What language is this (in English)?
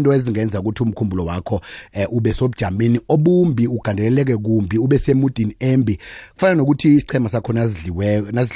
South Ndebele